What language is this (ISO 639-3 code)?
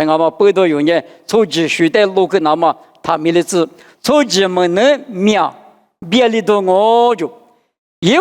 lis